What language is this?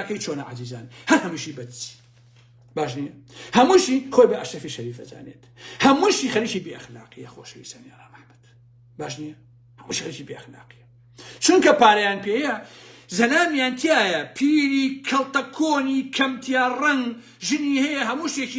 Central Kurdish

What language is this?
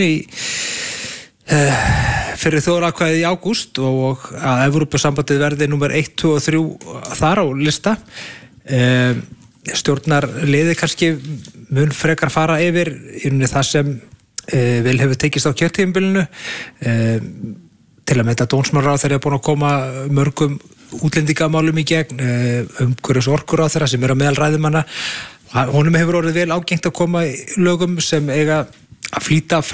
Icelandic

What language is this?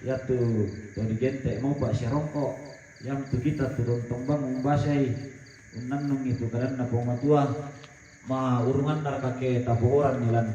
Toraja-Sa'dan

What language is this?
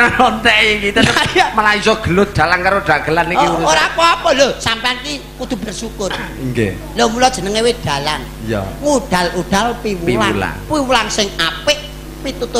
Javanese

